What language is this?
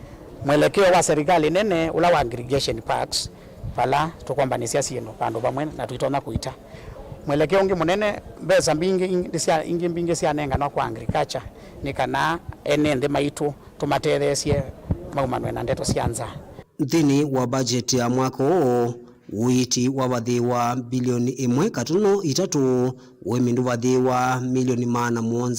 Kamba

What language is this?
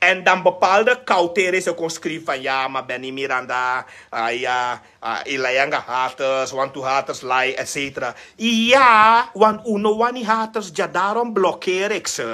Sranan Tongo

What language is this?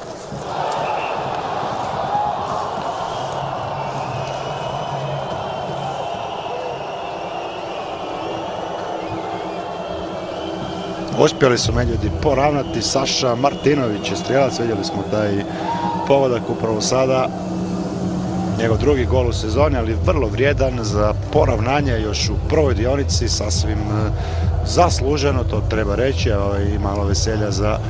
Croatian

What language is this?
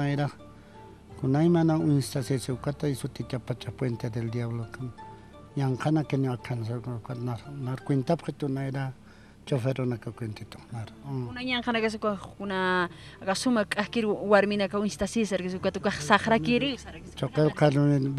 Aymara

